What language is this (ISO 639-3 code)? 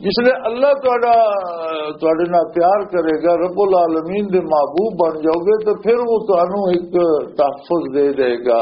lah